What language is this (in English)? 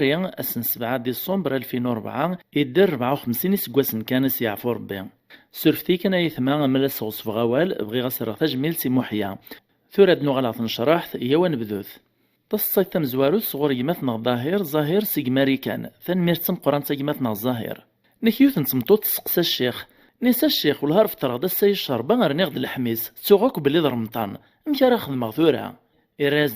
Kabyle